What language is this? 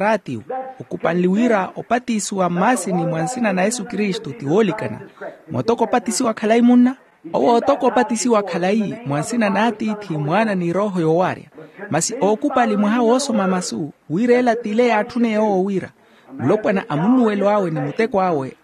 Makhuwa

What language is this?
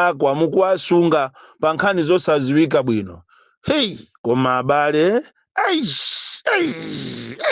Nyanja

